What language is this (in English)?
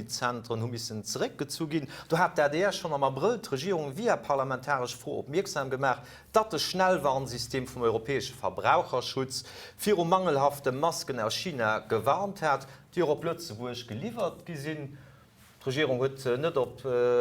Luxembourgish